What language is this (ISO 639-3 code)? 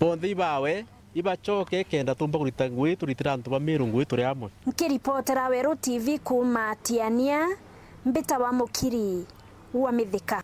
mer